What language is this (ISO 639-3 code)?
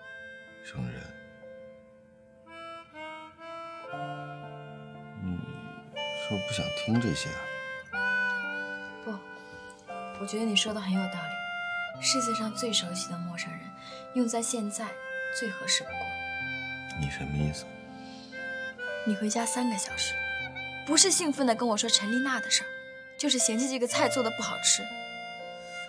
zho